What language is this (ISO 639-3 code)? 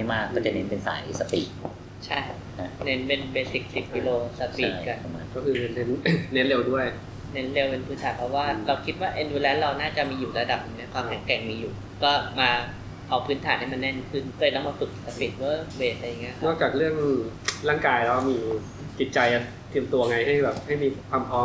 tha